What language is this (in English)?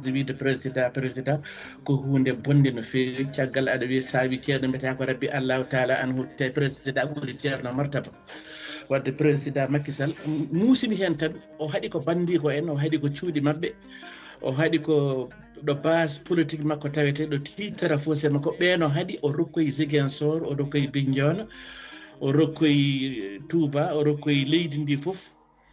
Fula